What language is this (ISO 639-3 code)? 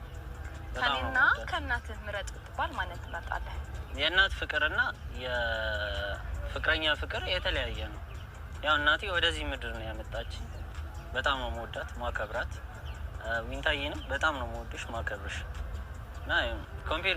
amh